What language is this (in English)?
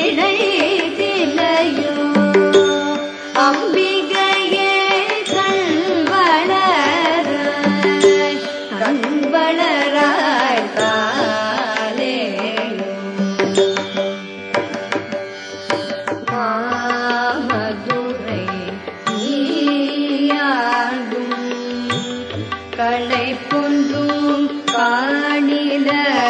Tamil